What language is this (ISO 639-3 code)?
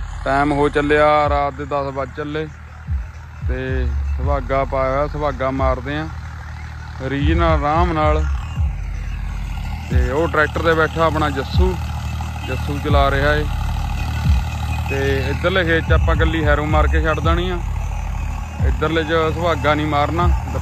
pan